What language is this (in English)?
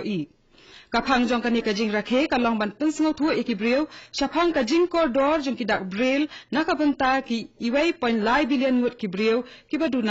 Khasi